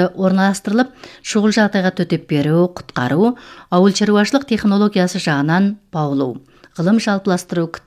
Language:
Kazakh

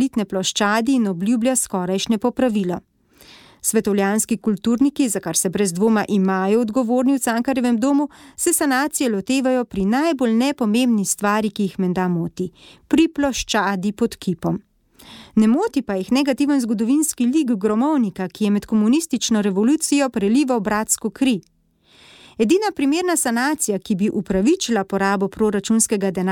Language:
Slovenian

